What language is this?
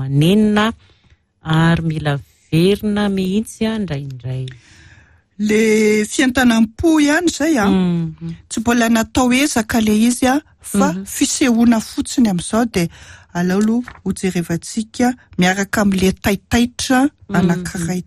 Malagasy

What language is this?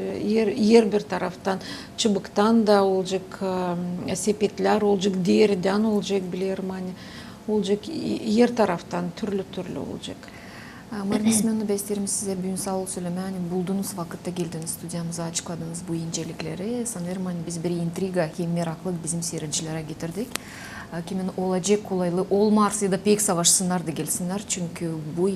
Gagauz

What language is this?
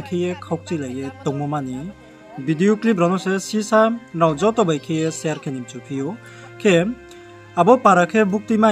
Riang (India)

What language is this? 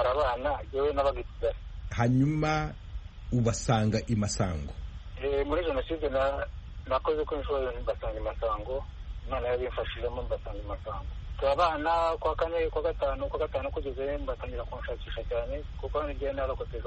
Kinyarwanda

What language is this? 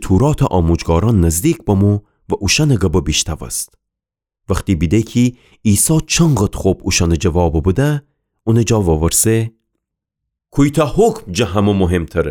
Gilaki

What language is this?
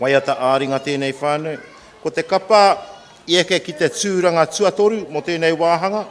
Māori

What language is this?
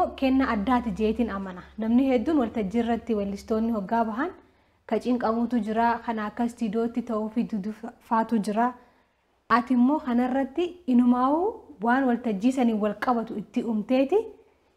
Oromo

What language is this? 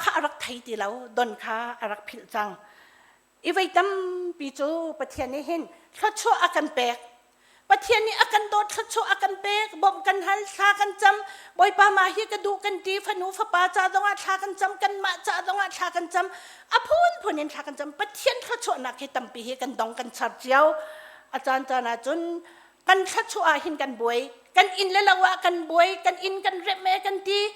Hakha Chin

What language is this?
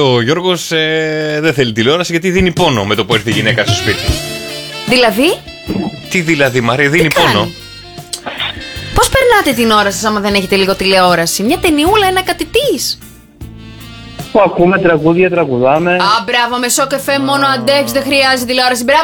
Greek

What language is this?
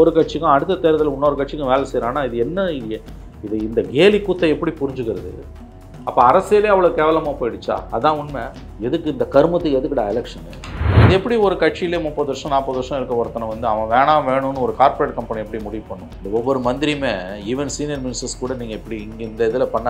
Tamil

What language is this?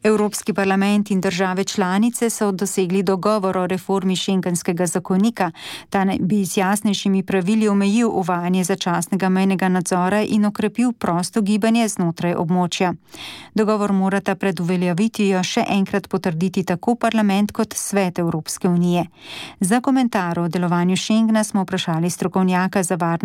Slovenian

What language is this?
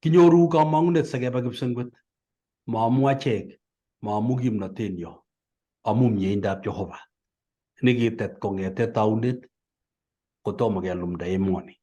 Kalenjin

